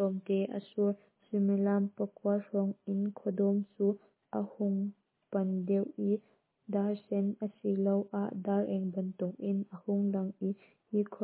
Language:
Hakha Chin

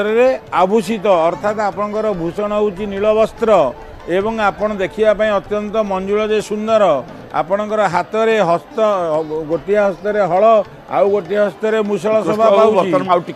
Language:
Odia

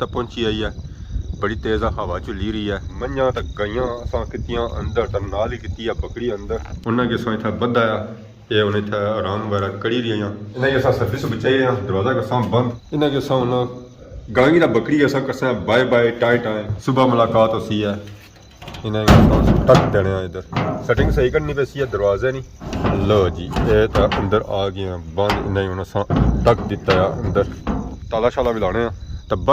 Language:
Pahari-Potwari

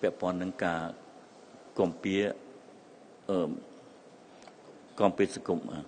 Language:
Khmer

